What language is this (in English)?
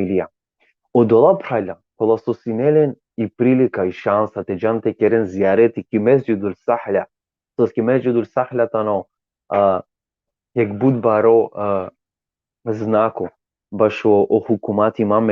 Balkan Romani